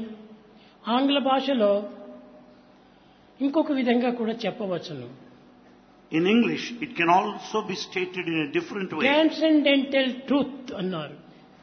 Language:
Telugu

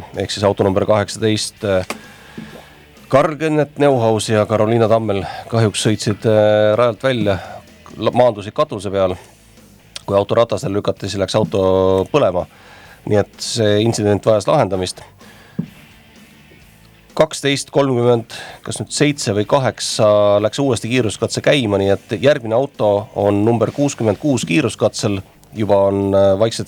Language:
Estonian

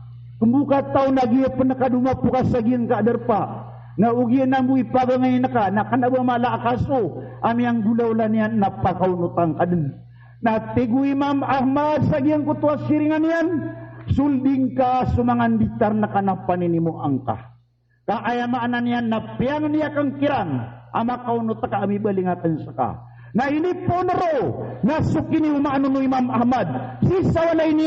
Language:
Maranao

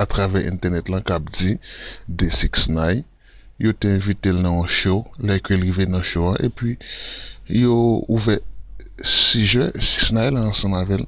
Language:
Haitian Creole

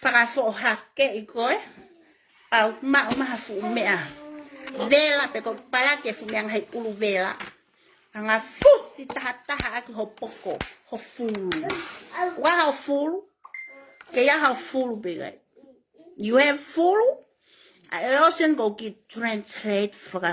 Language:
Tongan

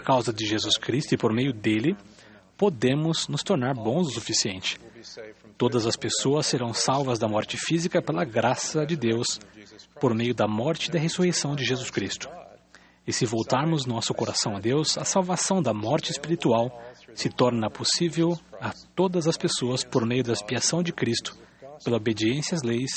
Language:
Portuguese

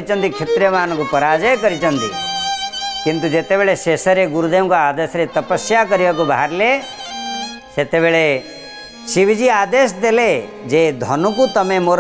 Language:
Odia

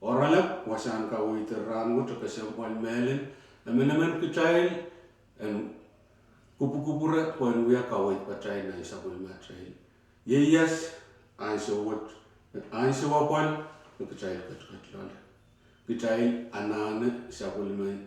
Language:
Pohnpeian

